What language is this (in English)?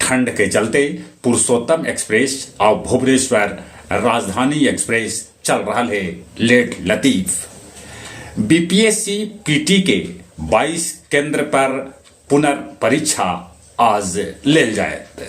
Magahi